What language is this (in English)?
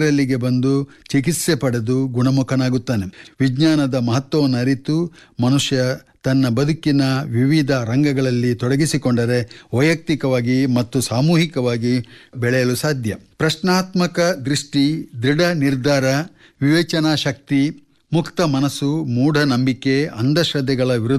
Kannada